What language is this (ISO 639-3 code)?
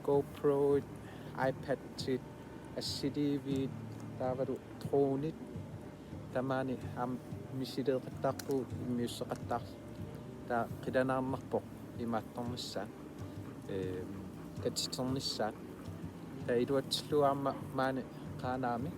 kal